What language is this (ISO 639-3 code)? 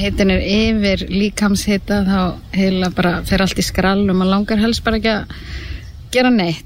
isl